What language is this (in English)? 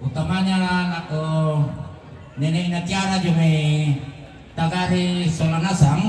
Toraja-Sa'dan